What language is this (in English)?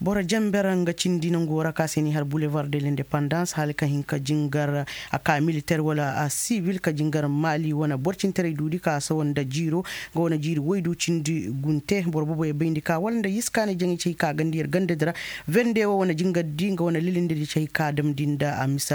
Koyraboro Senni